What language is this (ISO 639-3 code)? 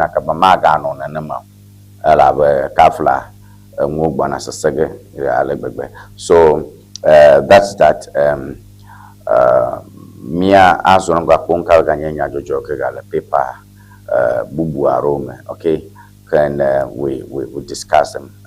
ewe